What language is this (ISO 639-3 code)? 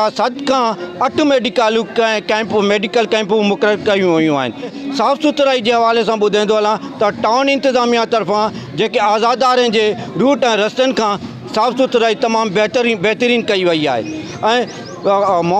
snd